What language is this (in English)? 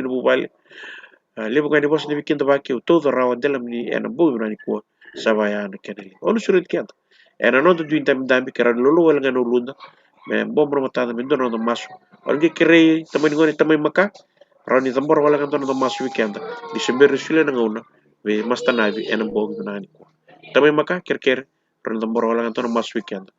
Fijian